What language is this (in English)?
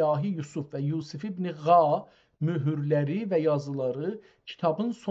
South Azerbaijani